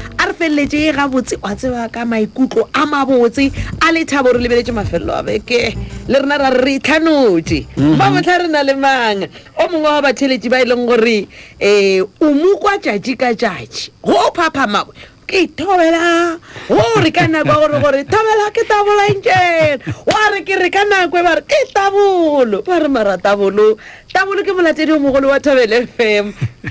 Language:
Northern Sotho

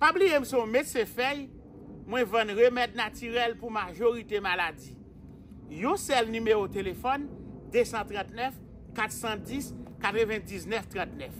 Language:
Haitian Creole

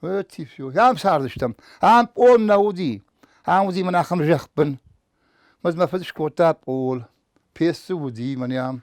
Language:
Ossetic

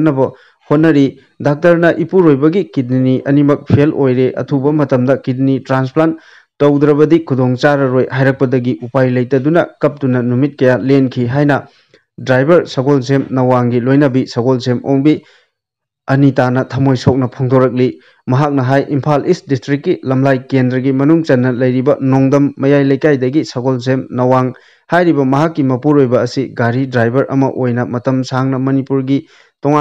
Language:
Manipuri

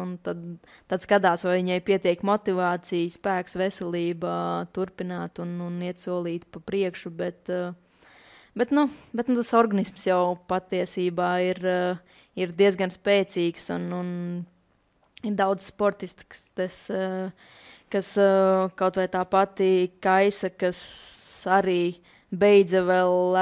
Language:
Latvian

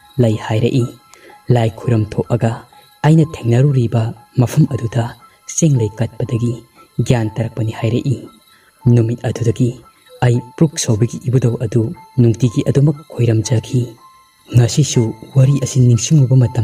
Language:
Manipuri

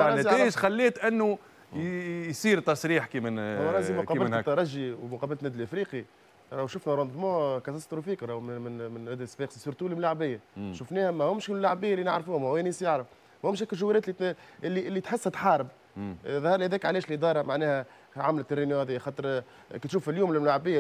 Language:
Tunisian Arabic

